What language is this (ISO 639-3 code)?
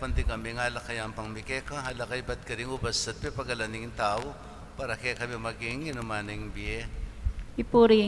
pam